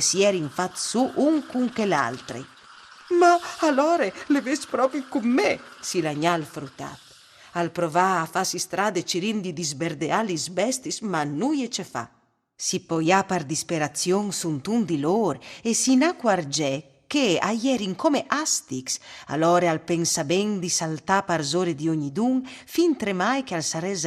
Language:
Friulian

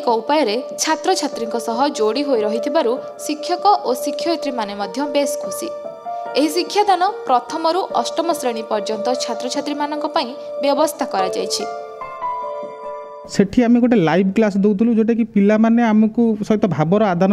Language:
Odia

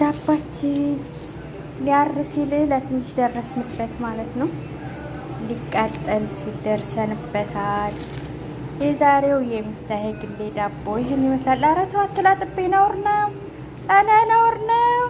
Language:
Amharic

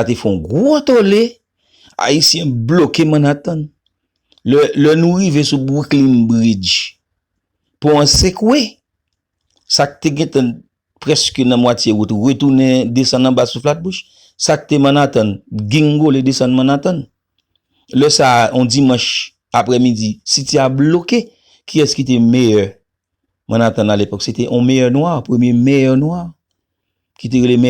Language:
Haitian Creole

